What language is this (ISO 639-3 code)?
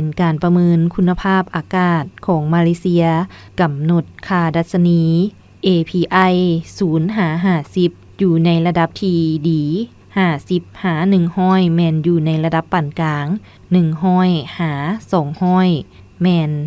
lao